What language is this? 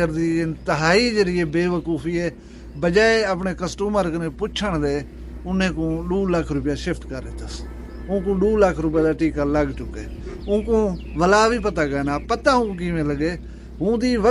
Saraiki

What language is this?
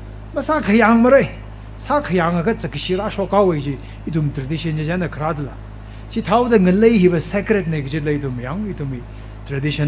Tangkhul Naga (India)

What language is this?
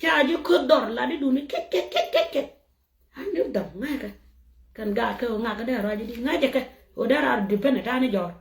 Nuer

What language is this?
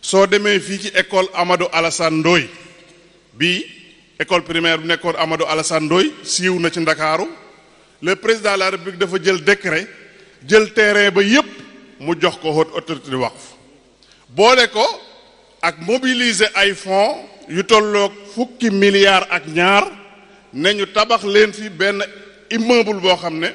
Wolof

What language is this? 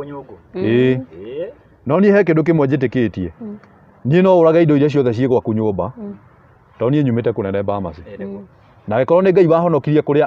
Kikuyu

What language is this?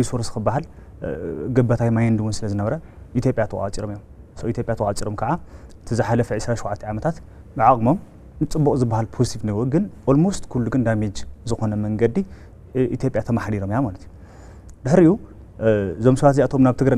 Tigrinya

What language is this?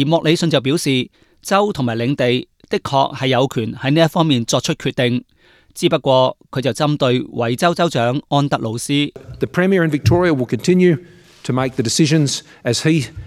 Cantonese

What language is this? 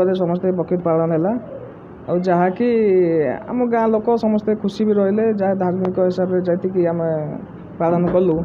Odia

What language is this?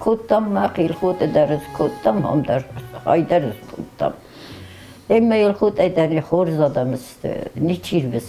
Ossetic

